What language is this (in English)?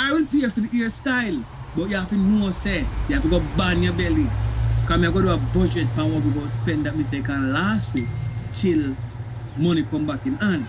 Jamaican Creole English